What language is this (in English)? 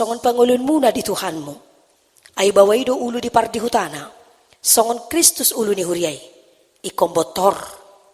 Batak Toba